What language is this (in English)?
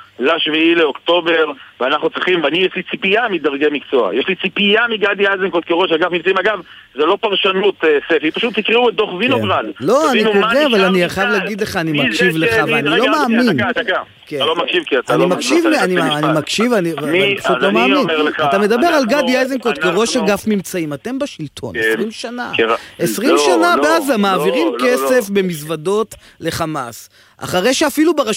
Hebrew